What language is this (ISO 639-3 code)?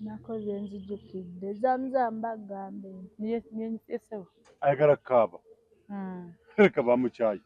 lug